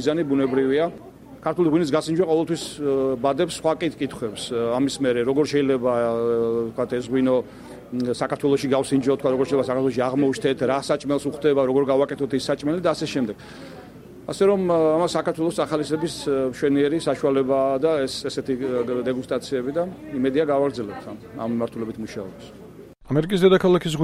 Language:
Georgian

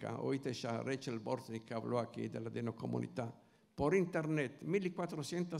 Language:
Ladino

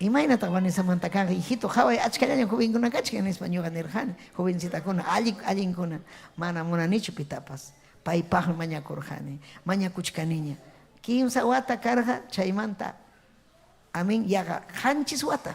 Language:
Ayacucho Quechua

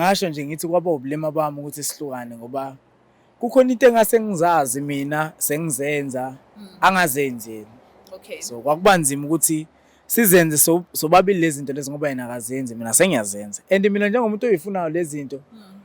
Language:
Zulu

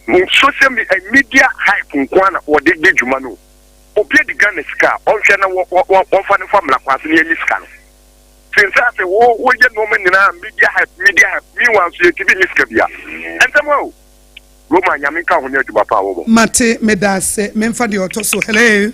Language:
Akan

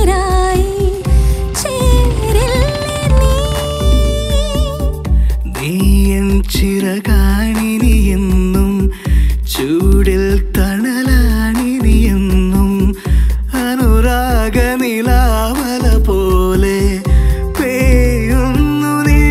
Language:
Malayalam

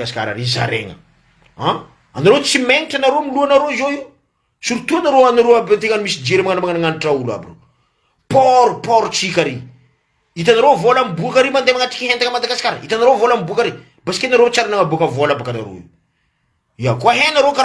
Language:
Malagasy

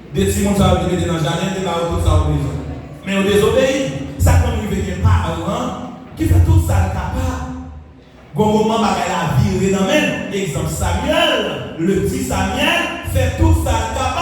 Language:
Haitian Creole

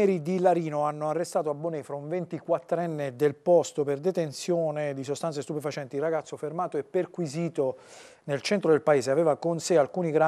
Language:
Italian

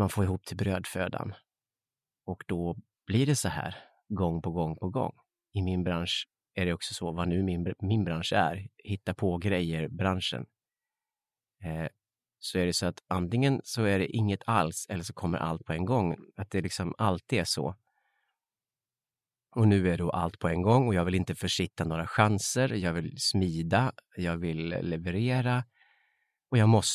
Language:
Swedish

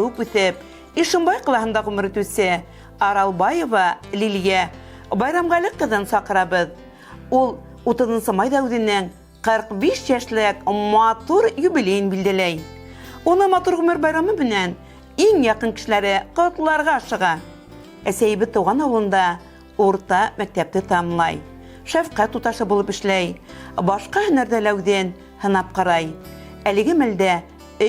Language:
Bashkir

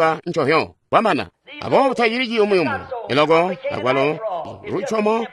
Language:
Tonga (Zambia)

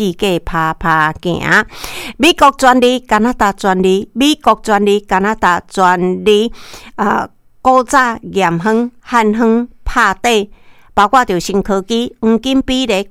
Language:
Min Nan Chinese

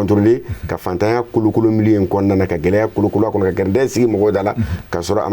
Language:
Bambara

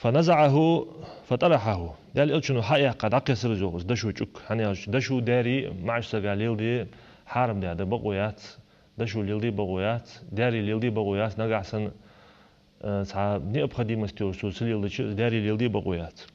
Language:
Ingush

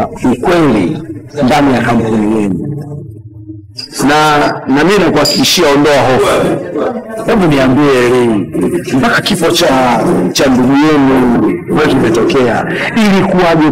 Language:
Swahili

